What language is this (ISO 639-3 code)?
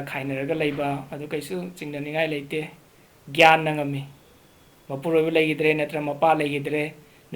mni